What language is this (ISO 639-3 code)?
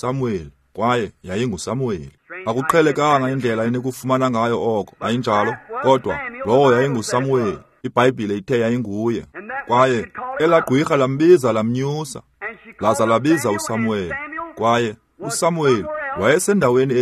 xho